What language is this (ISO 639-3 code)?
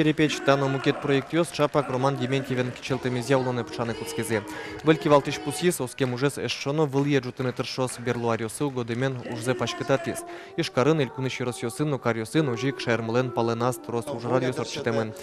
udm